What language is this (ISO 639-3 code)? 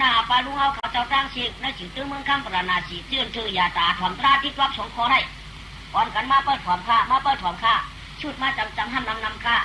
shn